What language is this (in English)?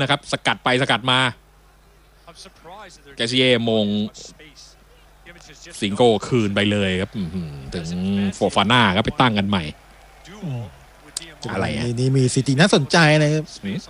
Thai